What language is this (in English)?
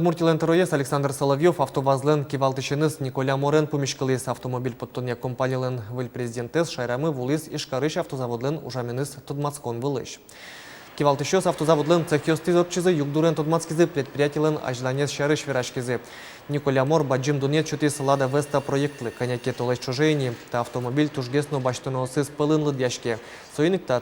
Udmurt